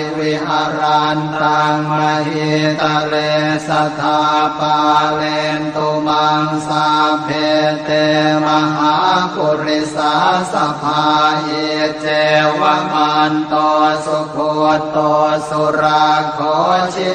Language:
Pali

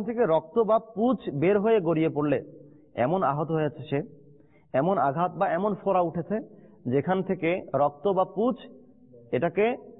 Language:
Bangla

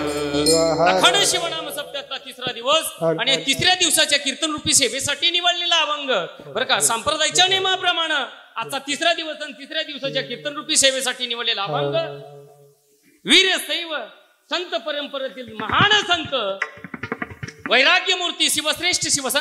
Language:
Marathi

